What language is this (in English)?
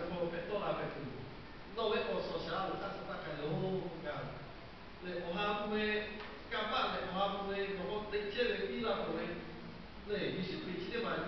Lahu